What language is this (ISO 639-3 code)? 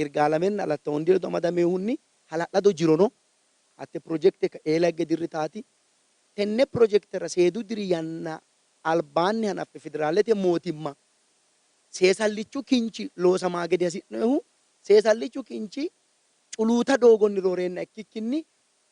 sid